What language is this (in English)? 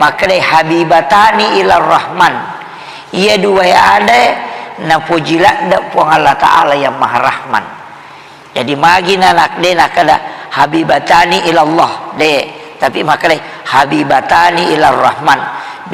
Buginese